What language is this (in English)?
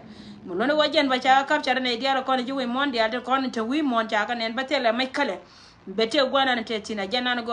Nuer